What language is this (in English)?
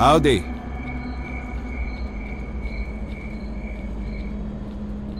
Ukrainian